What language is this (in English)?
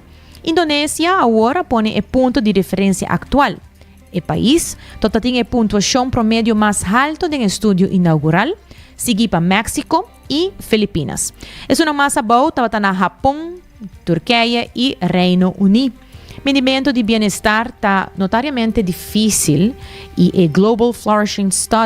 Papiamento